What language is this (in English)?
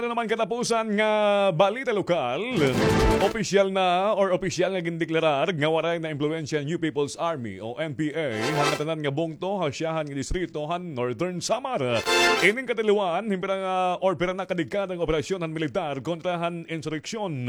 Waray